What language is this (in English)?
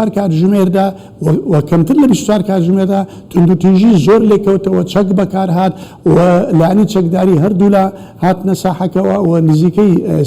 Central Kurdish